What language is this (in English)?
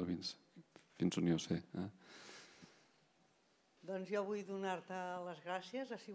Catalan